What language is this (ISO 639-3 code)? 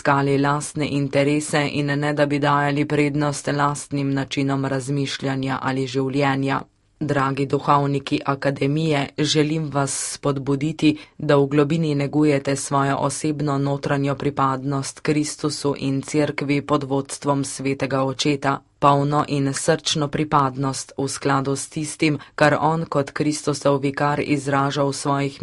slv